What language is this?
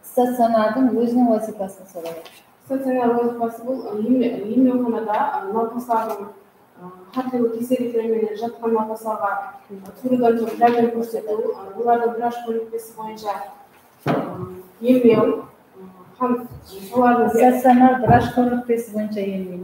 Kara-Kalpak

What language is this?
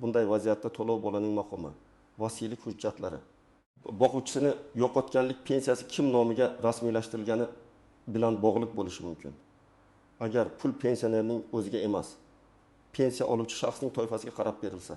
Uzbek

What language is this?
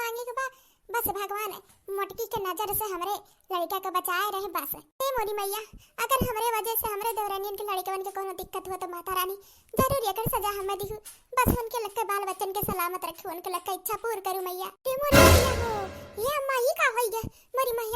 Awadhi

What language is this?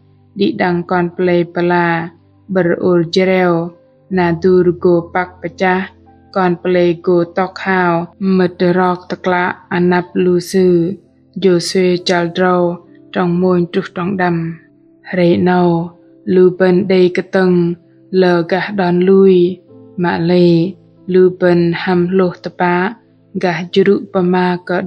Bahnar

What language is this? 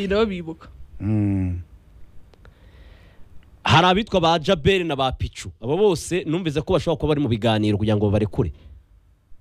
Kinyarwanda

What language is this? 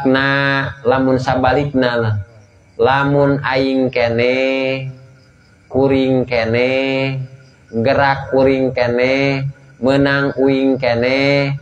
Sundanese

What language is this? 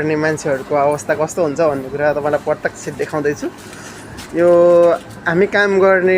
Nepali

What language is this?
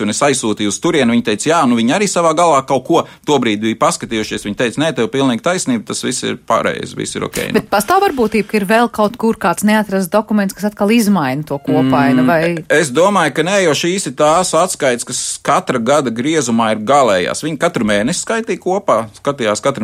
Latvian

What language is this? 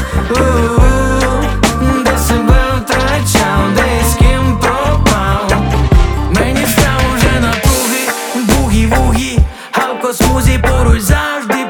Ukrainian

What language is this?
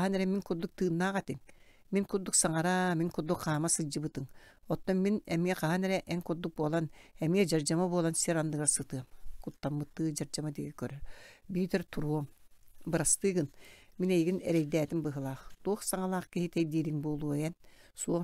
Yakut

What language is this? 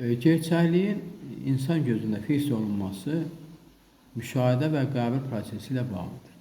Azerbaijani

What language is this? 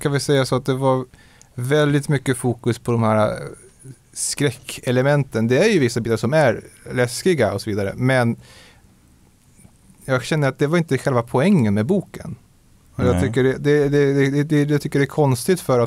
Swedish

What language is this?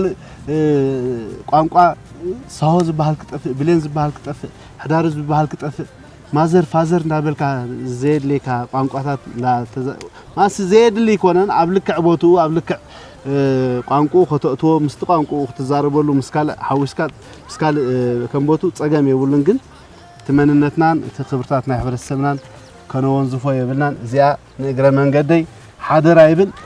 Tigrinya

